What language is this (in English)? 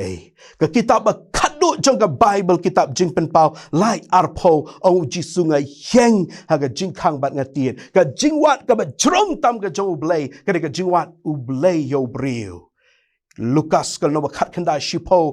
Khasi